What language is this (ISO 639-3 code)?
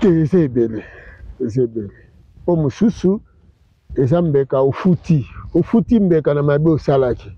lin